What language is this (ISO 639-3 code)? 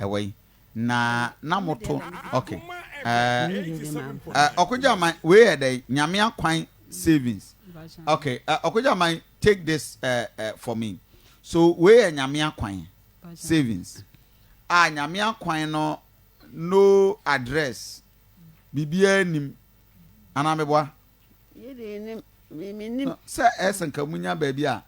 aka